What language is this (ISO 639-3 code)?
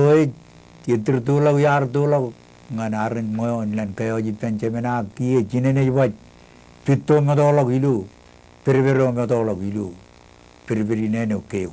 mah